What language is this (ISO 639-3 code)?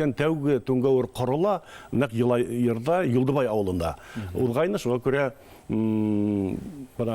bak